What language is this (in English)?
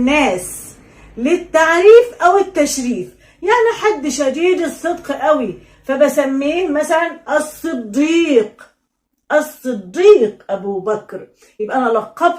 Egyptian Arabic